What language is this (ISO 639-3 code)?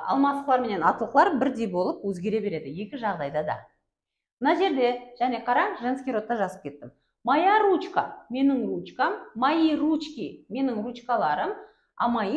kaa